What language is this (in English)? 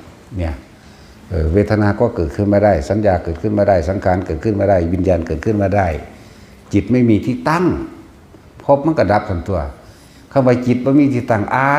Northeastern Thai